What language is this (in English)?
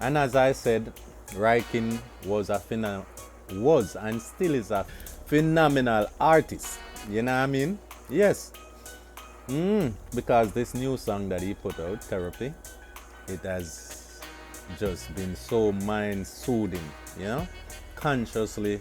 Jamaican Creole English